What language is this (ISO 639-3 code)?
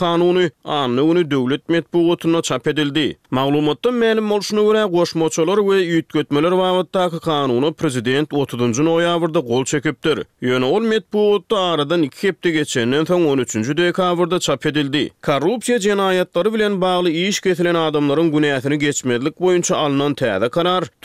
tuk